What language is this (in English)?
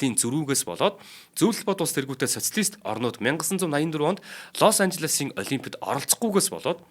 Mongolian